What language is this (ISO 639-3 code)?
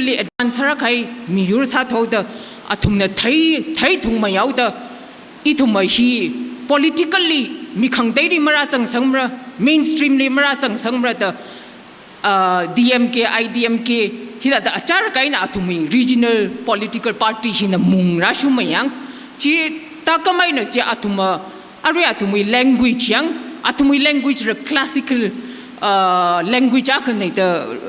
nmf